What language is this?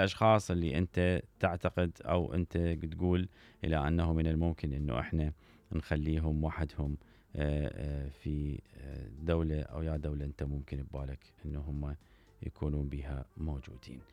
Mesopotamian Arabic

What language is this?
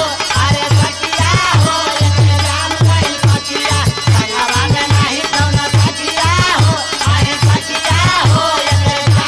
Bhojpuri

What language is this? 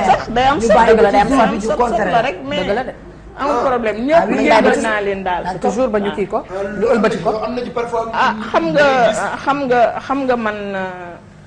Wolof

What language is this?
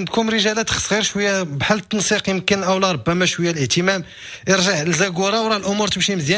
Moroccan Arabic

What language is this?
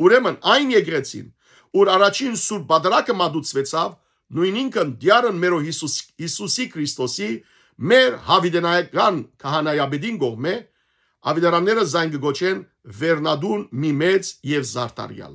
Western Armenian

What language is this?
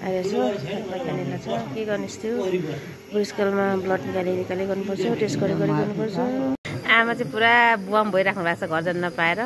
Nepali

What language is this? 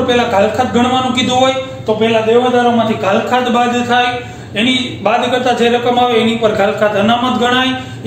Gujarati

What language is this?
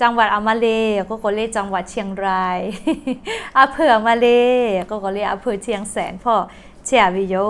Lahu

